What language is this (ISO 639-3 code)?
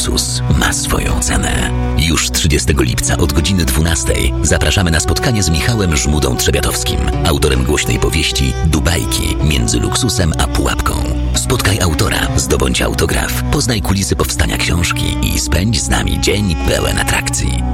pol